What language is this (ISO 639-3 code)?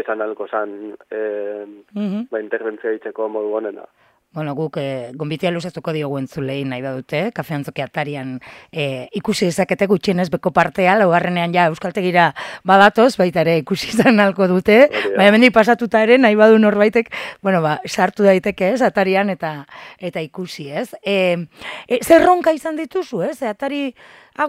eus